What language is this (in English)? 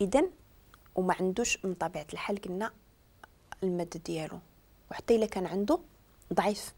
Moroccan Arabic